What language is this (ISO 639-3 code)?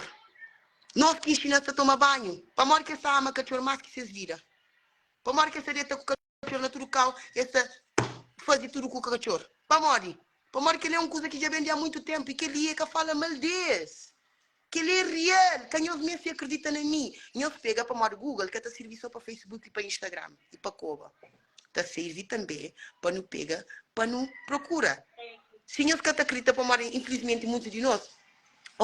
kea